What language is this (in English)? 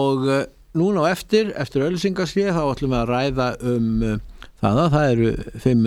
Icelandic